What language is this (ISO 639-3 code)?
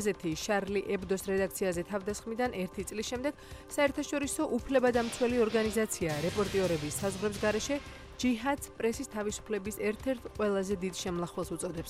kat